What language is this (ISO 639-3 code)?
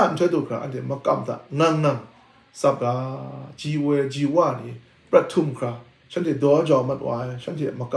kac